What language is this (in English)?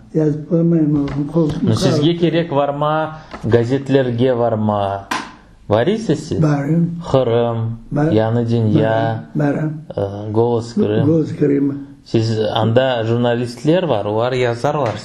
Crimean Tatar